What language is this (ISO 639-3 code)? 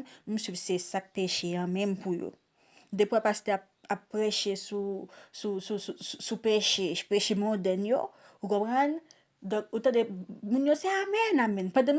hat